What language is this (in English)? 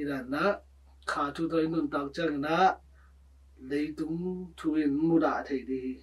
Tedim Chin